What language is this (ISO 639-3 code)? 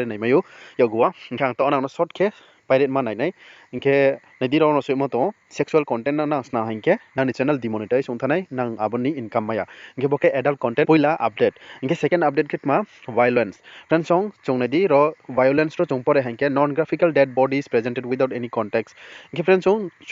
ria